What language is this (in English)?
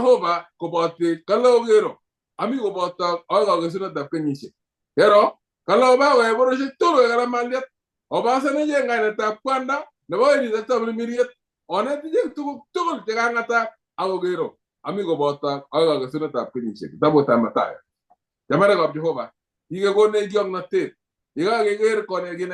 Kalenjin